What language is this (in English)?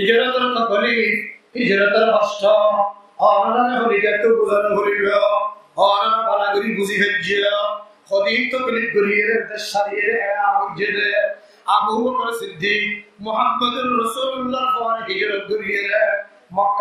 Rohingya